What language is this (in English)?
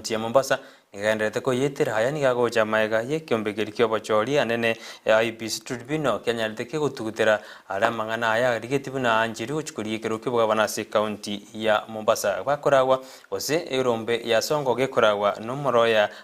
Gusii